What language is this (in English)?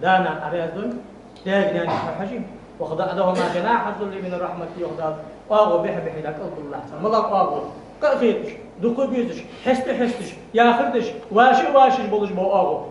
Ingush